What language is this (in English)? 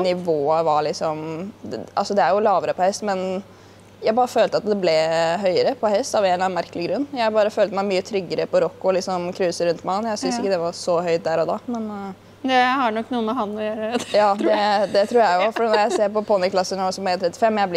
Norwegian